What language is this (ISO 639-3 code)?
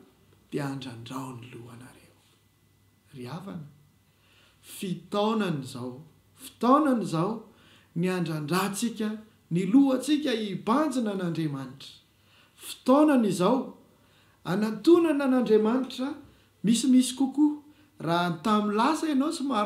mlg